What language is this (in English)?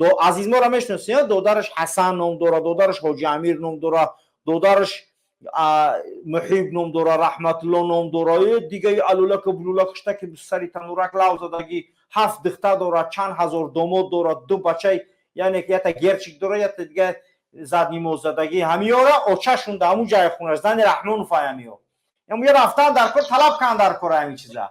Tajik